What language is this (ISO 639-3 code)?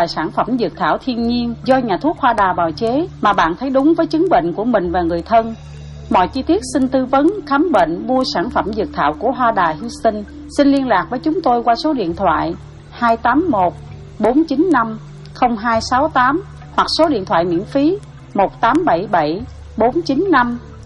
vie